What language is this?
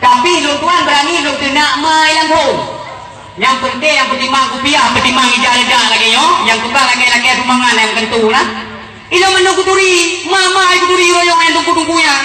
Achinese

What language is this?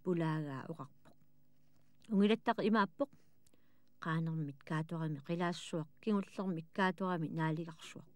Kalaallisut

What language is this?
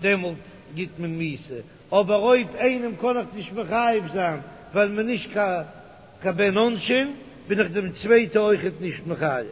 Yiddish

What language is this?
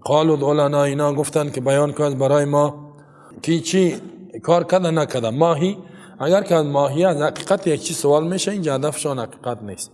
Persian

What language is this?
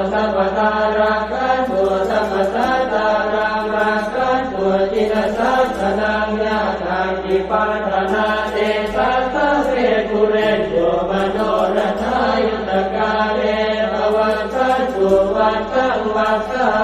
Pali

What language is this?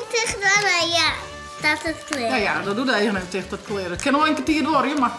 Western Frisian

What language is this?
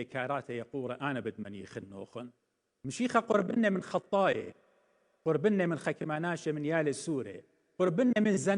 Assyrian Neo-Aramaic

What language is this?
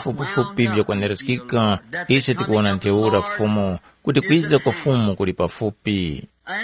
Tumbuka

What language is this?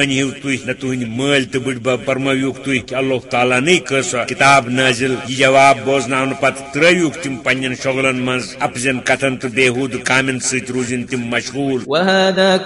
Kashmiri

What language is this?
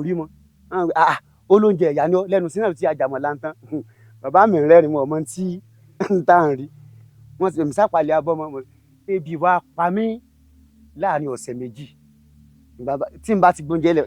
Yoruba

